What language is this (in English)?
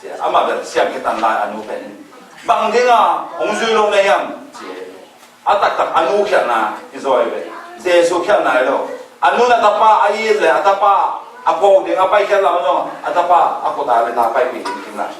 Tedim Chin